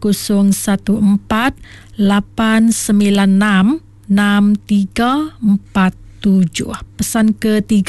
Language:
Iban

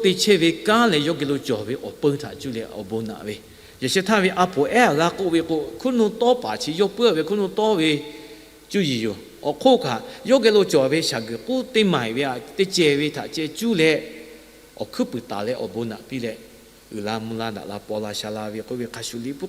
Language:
Lahu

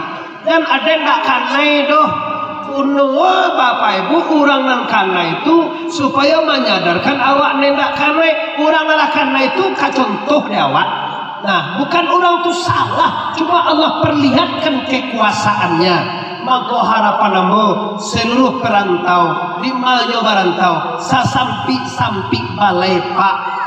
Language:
Minangkabau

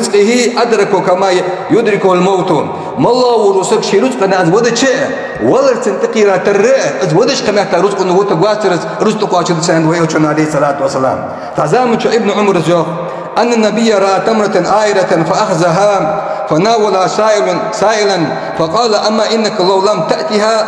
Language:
Ingush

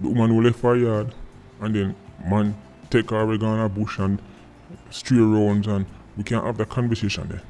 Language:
Jamaican Creole English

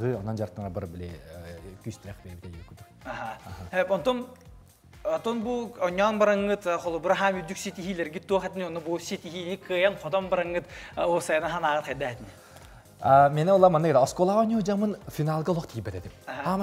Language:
Yakut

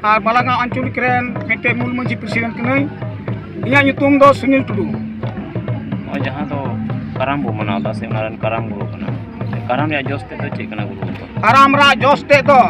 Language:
Santali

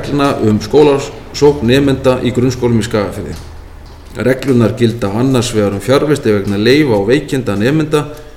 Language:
Icelandic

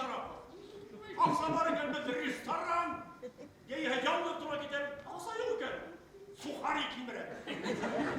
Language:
Bashkir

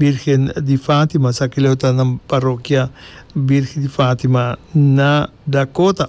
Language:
Papiamento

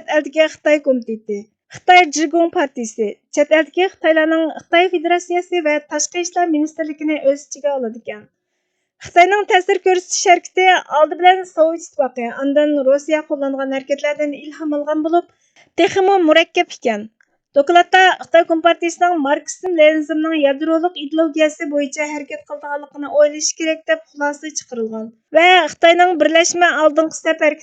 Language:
Uyghur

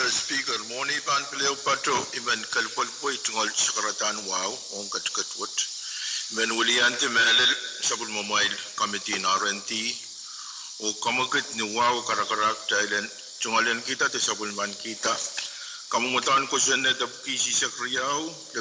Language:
Pohnpeian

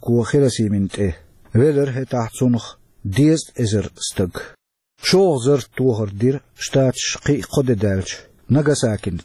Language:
Chechen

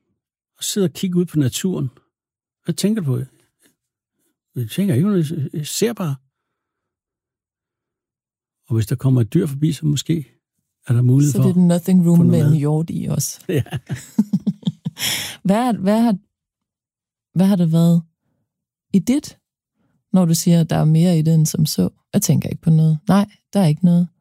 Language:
Danish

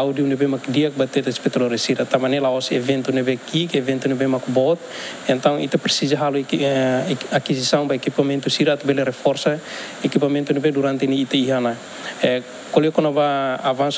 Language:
Tetum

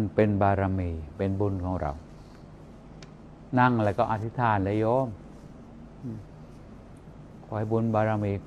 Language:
Thai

